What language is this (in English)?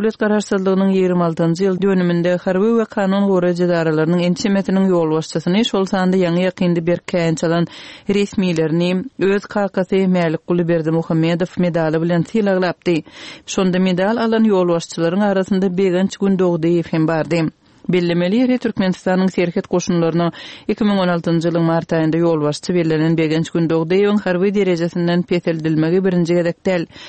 Turkmen